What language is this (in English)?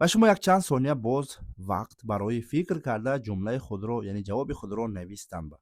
Tajik